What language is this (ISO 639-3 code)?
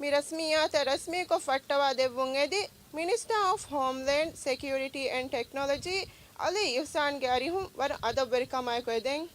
div